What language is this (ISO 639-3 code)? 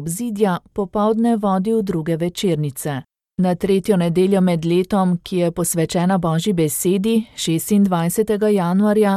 slv